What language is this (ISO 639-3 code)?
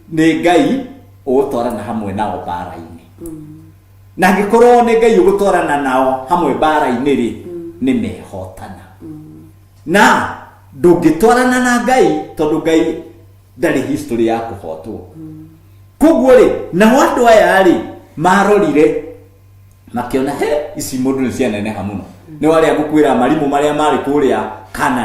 kik